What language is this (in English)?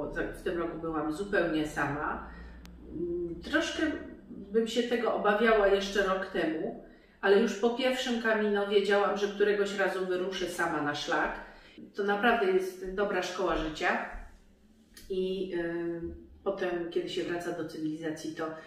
Polish